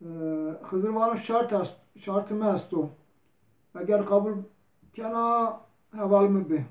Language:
Zaza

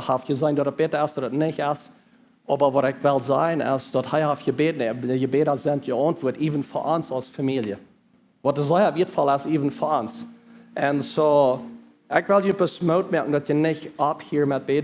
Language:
Plautdietsch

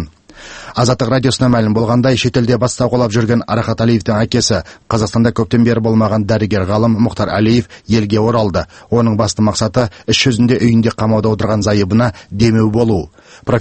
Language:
Kazakh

